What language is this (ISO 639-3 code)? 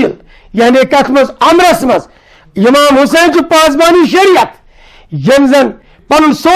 kas